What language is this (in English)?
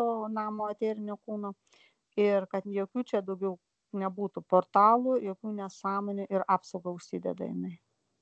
Lithuanian